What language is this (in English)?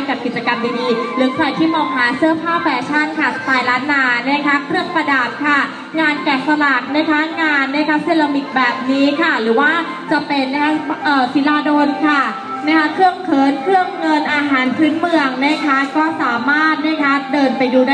Thai